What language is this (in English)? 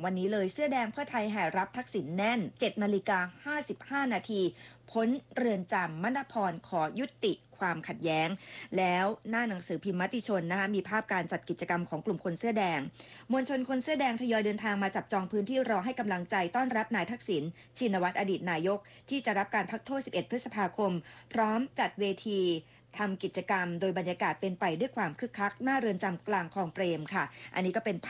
Thai